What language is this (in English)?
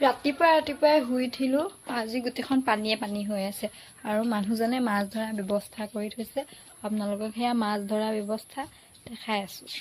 Assamese